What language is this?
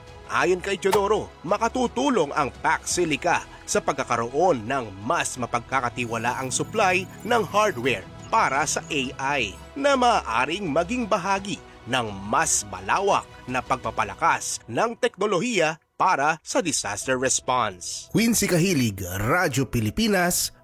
Filipino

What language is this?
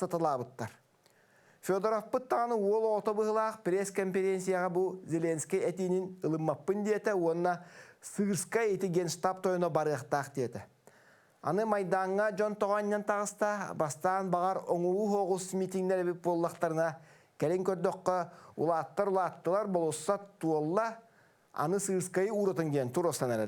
Yakut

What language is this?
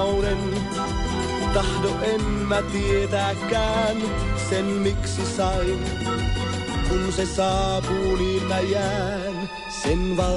Finnish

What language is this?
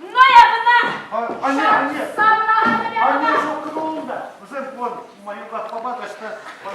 Chuvash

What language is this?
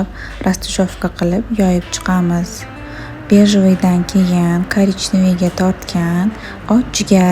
Uzbek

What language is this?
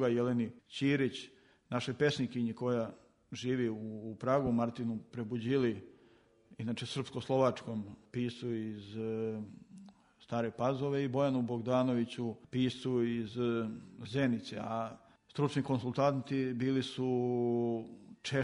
Serbian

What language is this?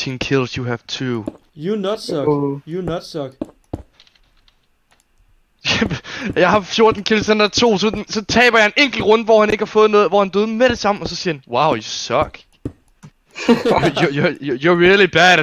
Danish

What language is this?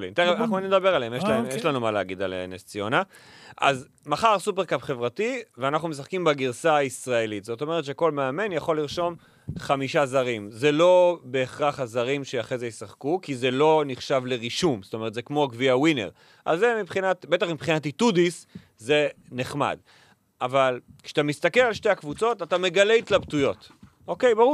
Hebrew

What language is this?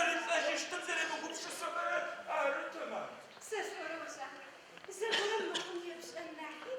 Adyghe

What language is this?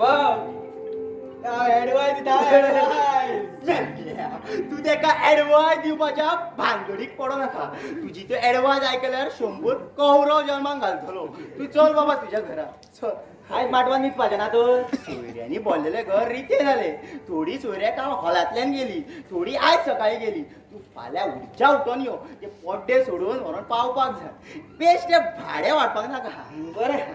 Konkani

